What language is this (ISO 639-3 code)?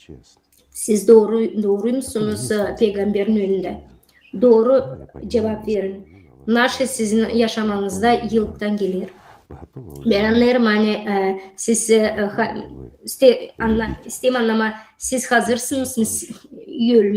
gag